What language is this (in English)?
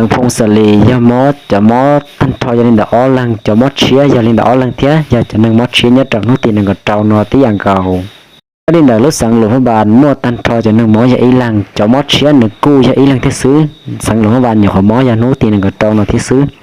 Hmong